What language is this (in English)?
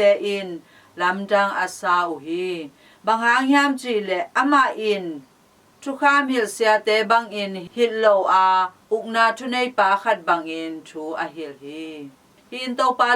Tedim Chin